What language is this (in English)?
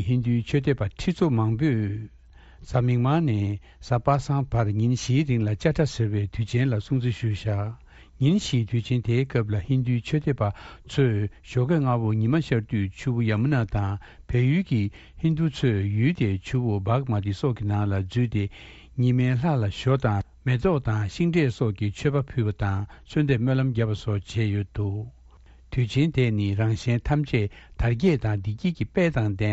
Tibetan